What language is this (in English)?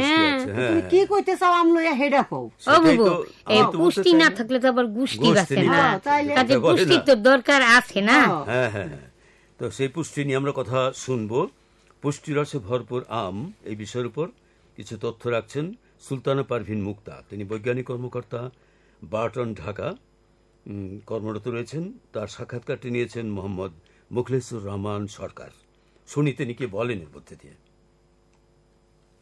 Bangla